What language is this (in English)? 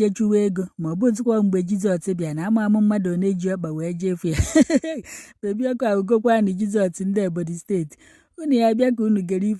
Igbo